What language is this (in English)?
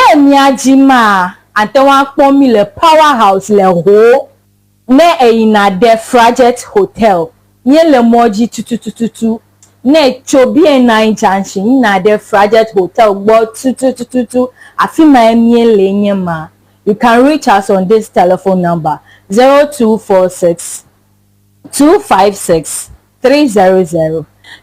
Ewe